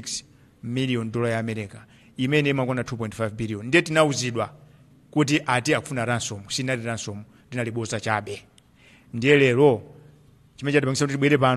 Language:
Nyanja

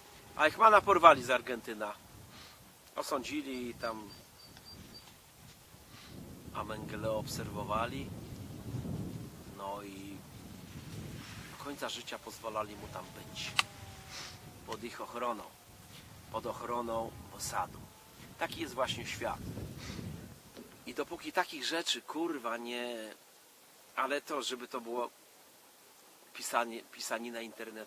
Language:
Polish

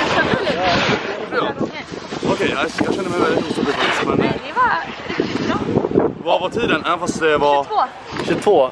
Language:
Swedish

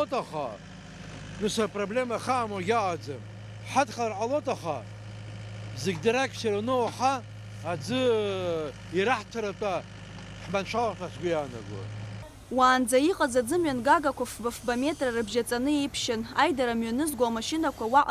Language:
Abkhazian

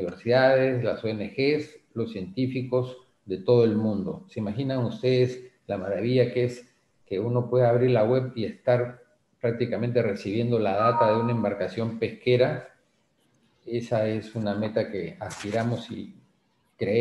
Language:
Spanish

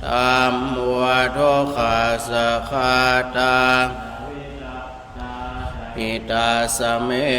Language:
Pali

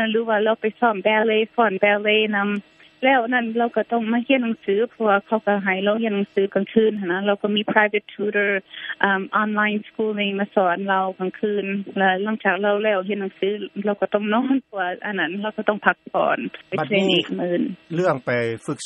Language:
Lao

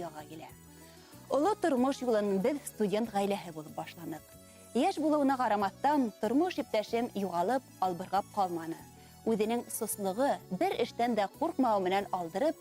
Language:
Bashkir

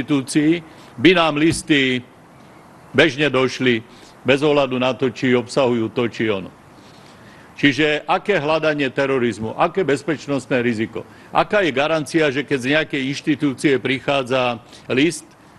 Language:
Slovak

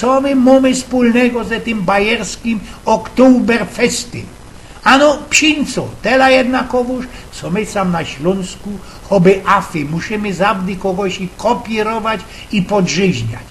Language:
Silesian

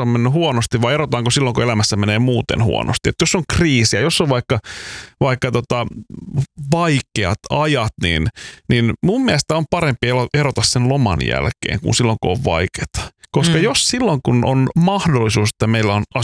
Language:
Finnish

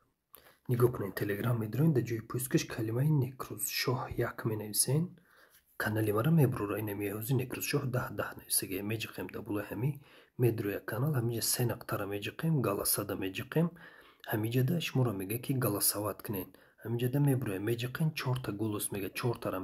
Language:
Tajik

